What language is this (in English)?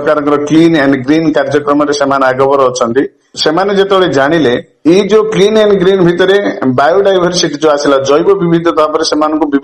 Odia